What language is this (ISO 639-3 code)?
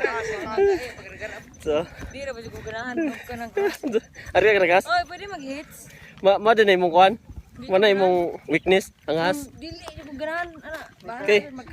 ceb